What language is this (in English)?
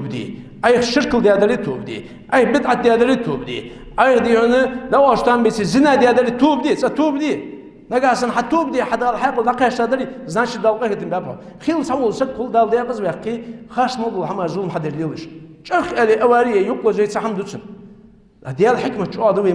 Ingush